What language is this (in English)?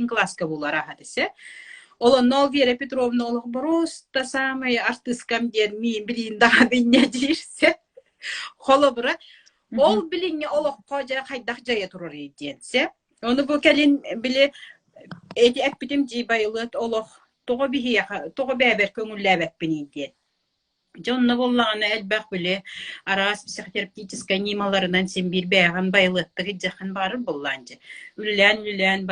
Yakut